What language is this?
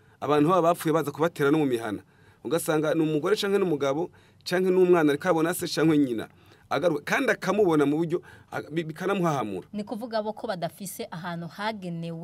Rundi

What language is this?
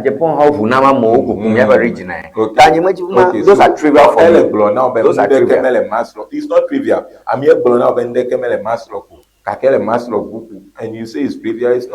Ewe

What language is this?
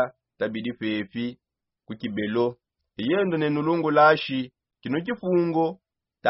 Songe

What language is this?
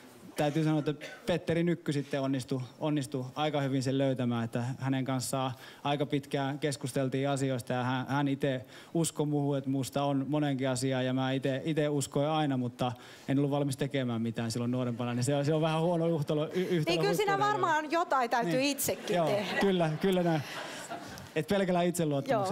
Finnish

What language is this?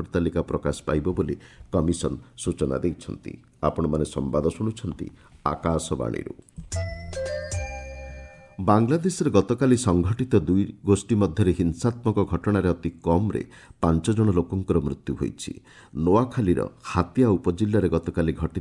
Odia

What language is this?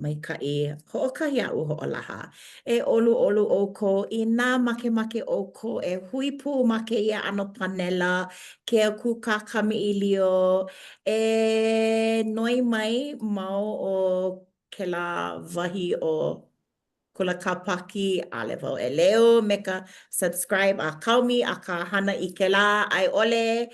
Hawaiian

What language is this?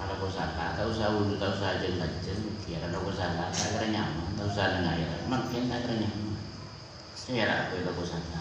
Madurese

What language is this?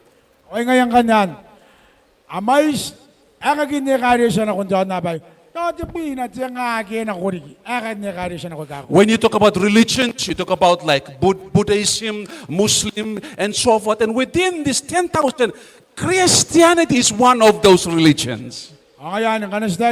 Gilbertese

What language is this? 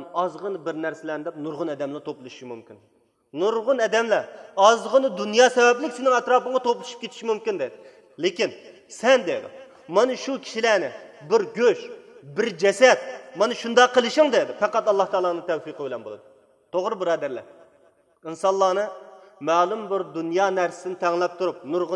Uyghur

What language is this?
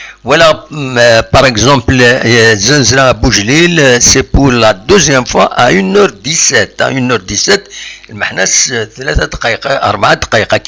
Kabyle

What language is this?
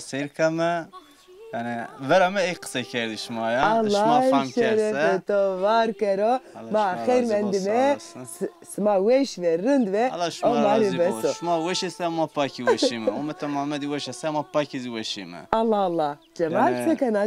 Zaza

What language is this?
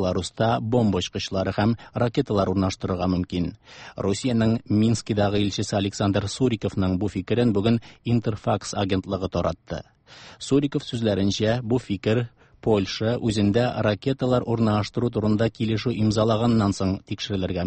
Tatar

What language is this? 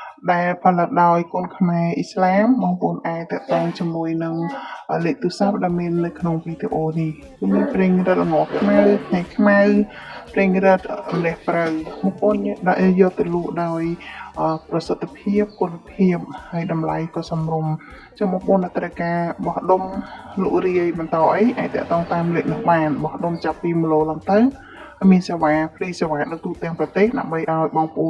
Khmer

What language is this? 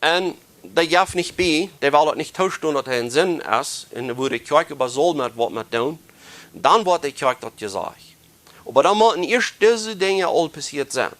Plautdietsch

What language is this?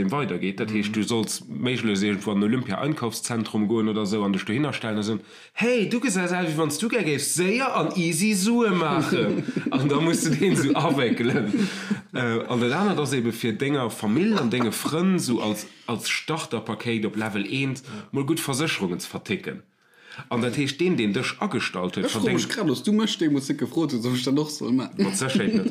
Luxembourgish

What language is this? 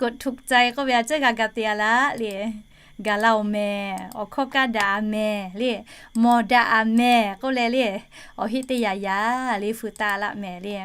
Lahu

